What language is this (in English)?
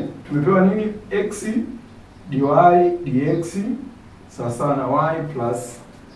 Swahili